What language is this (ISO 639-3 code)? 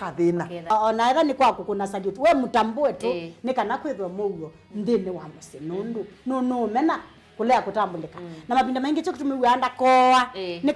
kam